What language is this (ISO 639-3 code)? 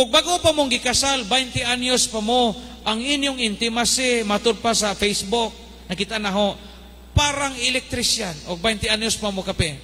ceb